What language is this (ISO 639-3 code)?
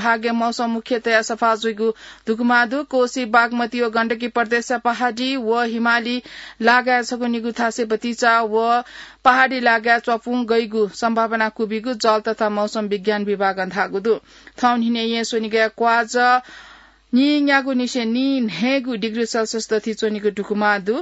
new